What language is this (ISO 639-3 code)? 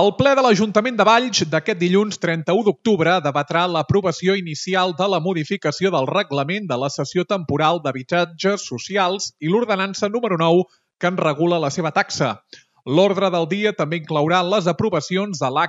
cat